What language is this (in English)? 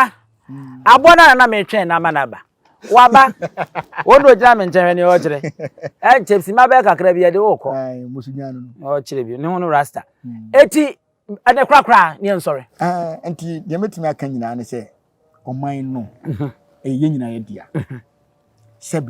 Akan